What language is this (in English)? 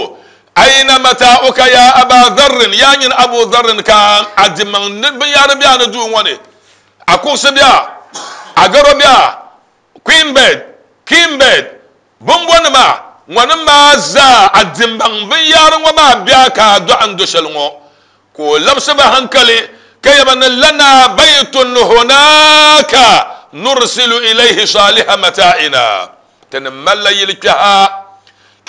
Dagbani